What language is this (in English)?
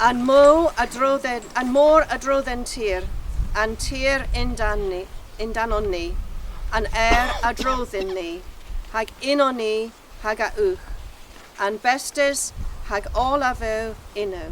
Cornish